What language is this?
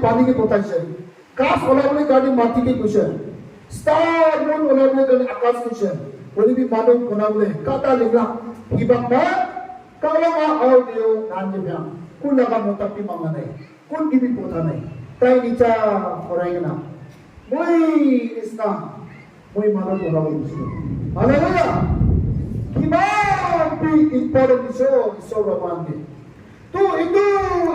Naga Pidgin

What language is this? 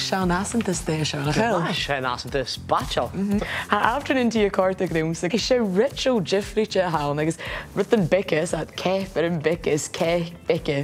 Scottish Gaelic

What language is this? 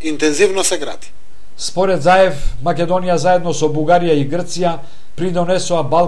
Macedonian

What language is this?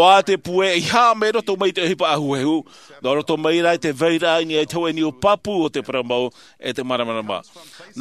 Tahitian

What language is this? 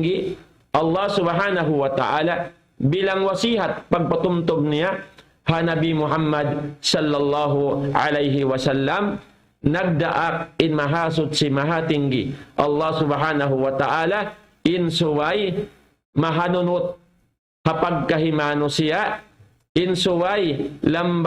Tausug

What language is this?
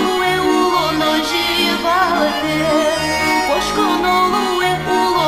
Udmurt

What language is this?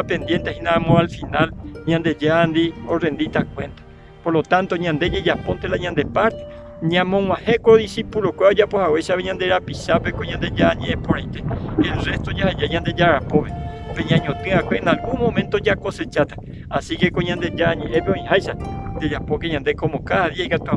Guarani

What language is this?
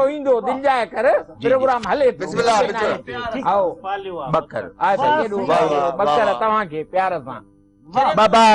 Sindhi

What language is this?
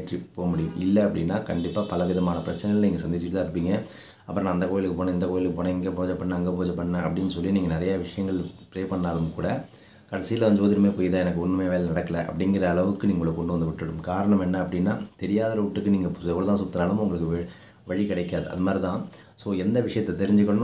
Tamil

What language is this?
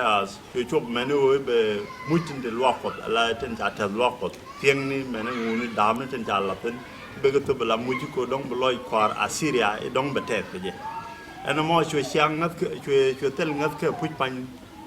Nuer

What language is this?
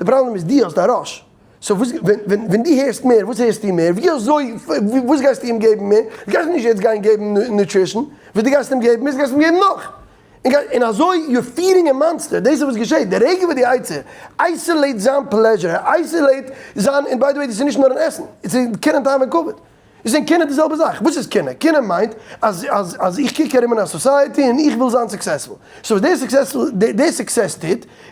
Yiddish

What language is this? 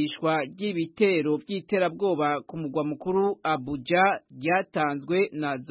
Kinyarwanda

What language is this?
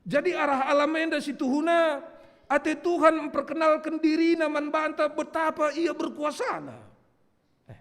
Batak Karo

